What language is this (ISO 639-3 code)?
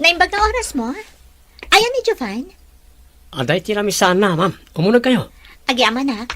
ilo